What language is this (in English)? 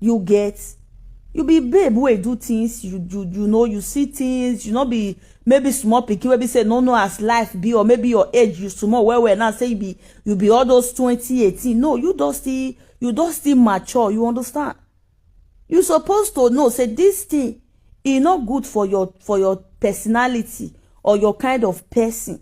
Nigerian Pidgin